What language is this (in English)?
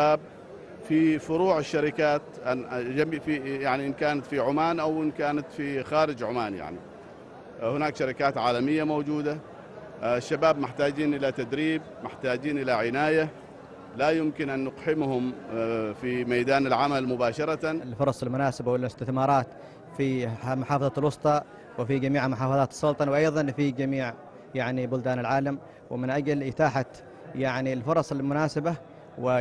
Arabic